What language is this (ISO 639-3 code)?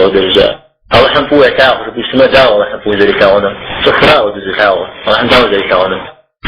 kbd